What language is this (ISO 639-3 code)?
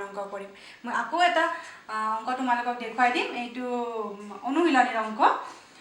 asm